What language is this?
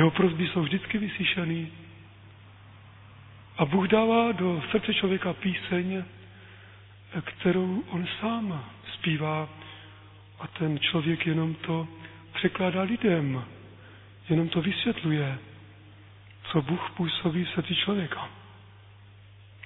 Czech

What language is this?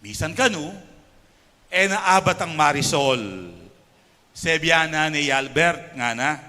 Pampanga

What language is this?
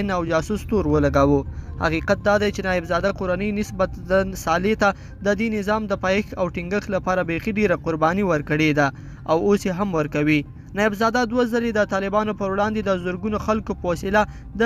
Pashto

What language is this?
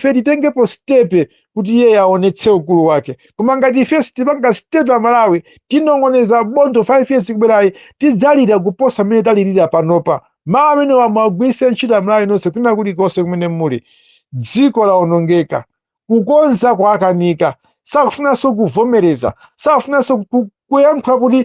Nyanja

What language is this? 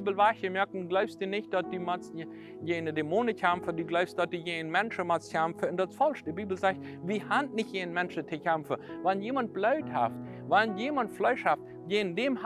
Plautdietsch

